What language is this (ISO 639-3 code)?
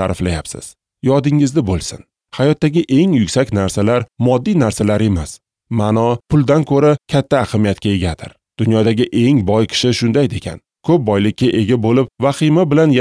uzb